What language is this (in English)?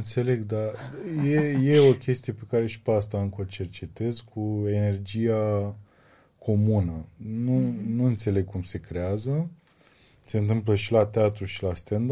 Romanian